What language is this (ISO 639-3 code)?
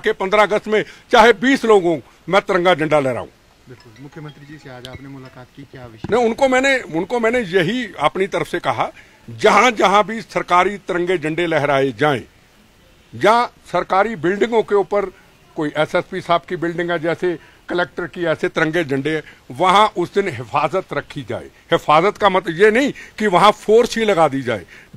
hin